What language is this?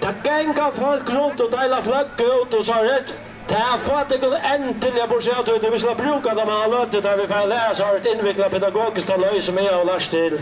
Faroese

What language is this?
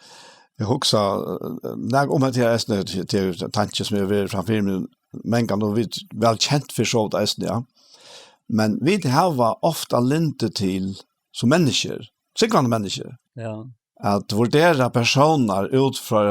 Faroese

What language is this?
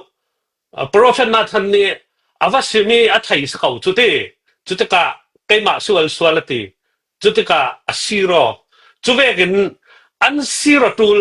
Falam Chin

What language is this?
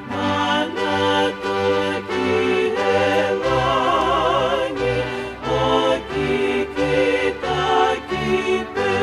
Tongan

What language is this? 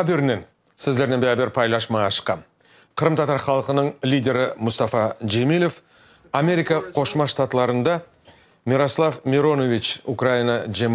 Crimean Tatar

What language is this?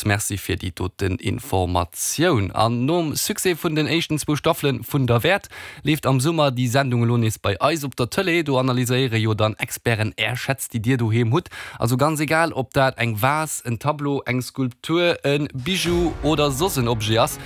Luxembourgish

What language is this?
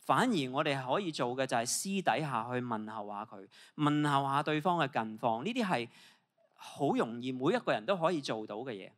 Cantonese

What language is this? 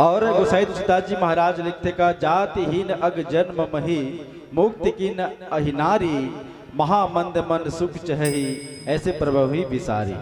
Chhattisgarhi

